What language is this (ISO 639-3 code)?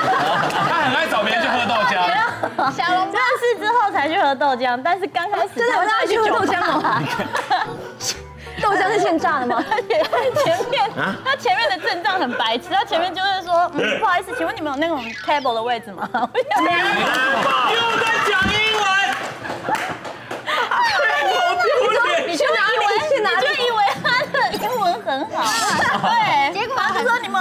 zho